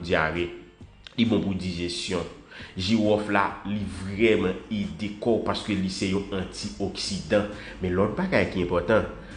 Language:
Haitian Creole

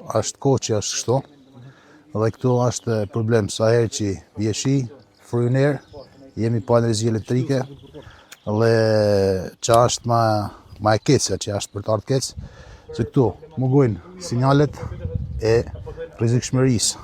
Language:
Albanian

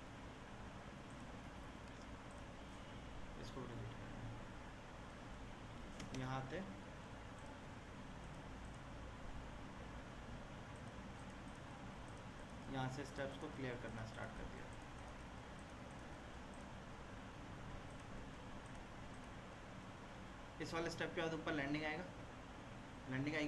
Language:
Hindi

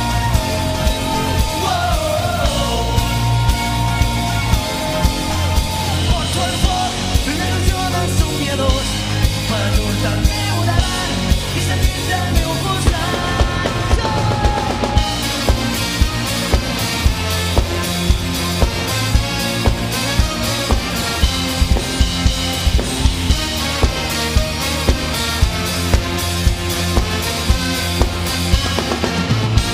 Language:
Catalan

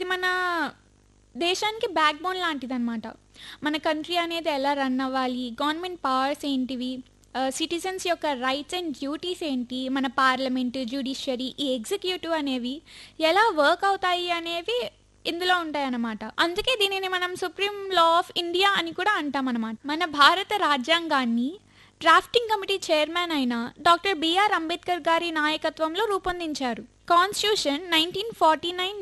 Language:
Telugu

